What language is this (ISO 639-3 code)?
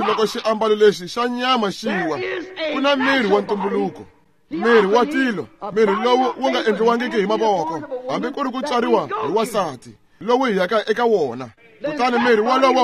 tso